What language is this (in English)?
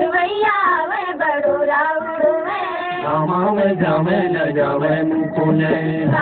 Chhattisgarhi